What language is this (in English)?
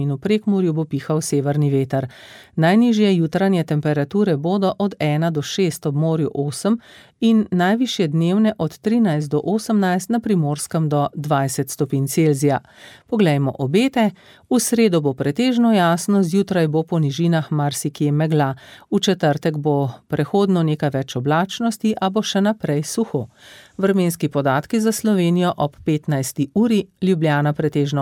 Slovenian